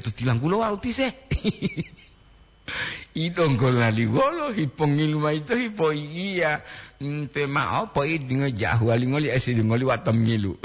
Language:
Gorontalo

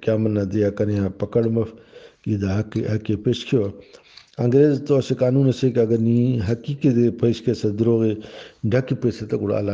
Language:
Brahui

